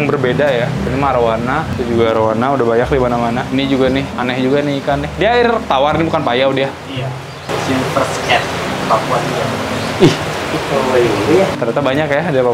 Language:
Indonesian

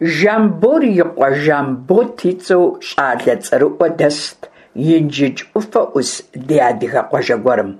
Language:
Kabardian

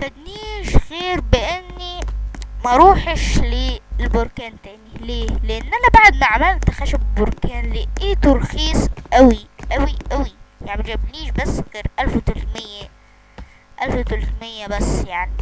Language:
Egyptian Arabic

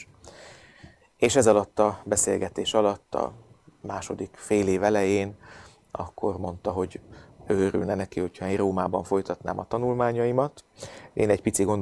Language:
Hungarian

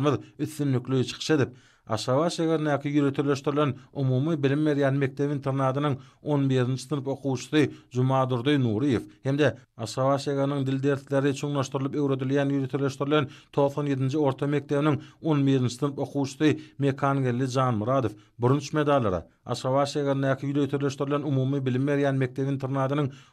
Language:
Turkmen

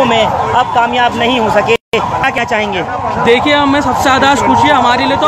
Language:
Hindi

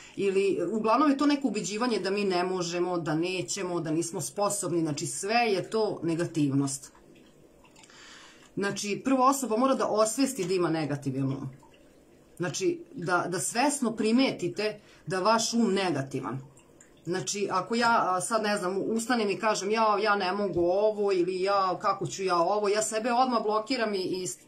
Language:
Serbian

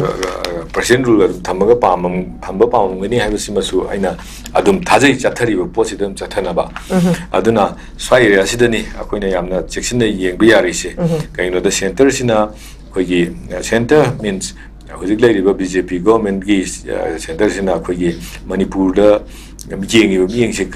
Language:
Manipuri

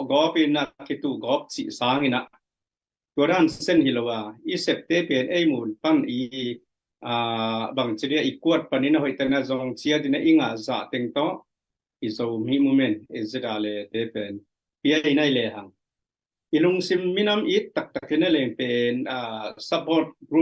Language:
Tedim Chin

